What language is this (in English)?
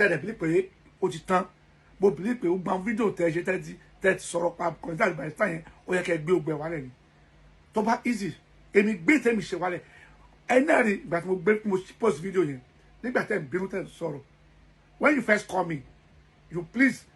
Yoruba